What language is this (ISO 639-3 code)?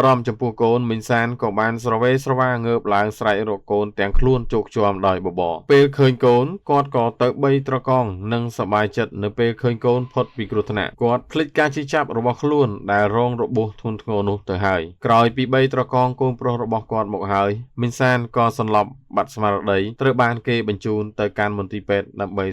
khm